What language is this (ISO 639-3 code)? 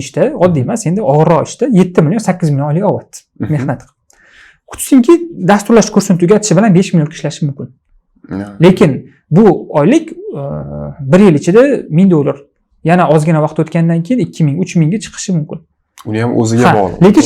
uzb